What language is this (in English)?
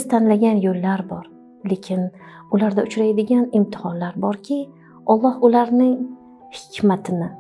Uzbek